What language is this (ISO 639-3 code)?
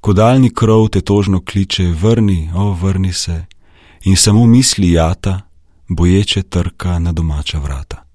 slv